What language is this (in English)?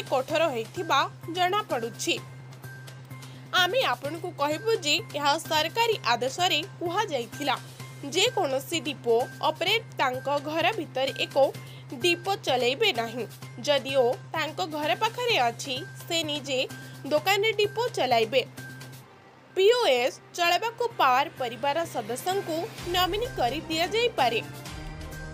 Odia